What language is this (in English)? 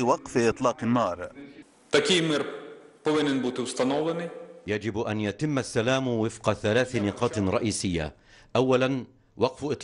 Arabic